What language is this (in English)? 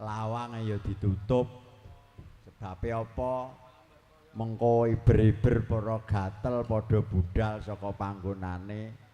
Javanese